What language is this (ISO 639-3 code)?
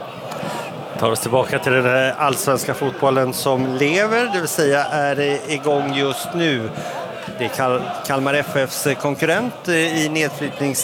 swe